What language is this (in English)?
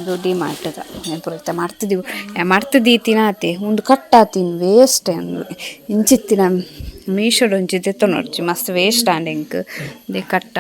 Tulu